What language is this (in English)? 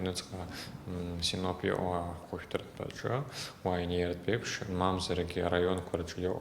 Abkhazian